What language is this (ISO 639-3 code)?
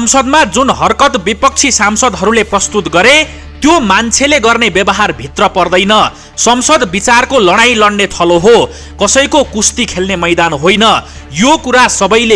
nep